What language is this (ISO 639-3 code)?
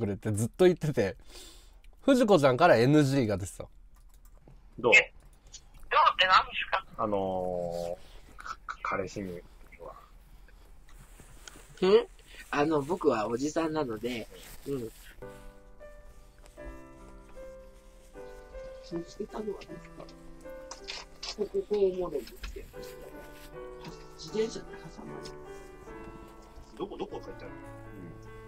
jpn